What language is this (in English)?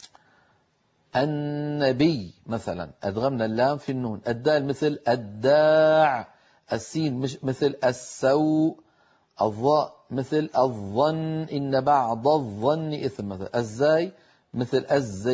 Arabic